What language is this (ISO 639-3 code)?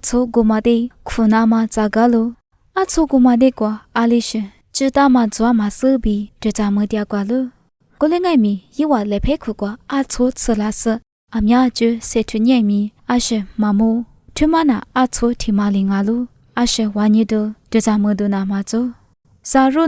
lis